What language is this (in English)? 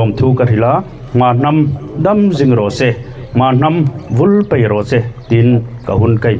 Hmar